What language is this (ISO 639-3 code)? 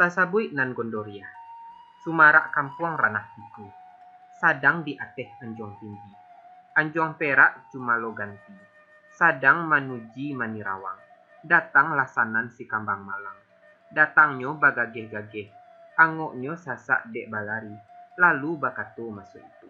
min